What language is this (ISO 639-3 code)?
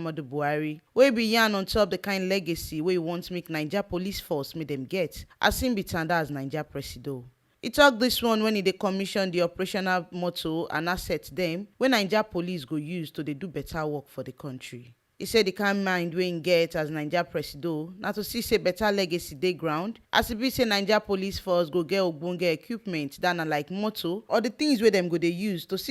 pcm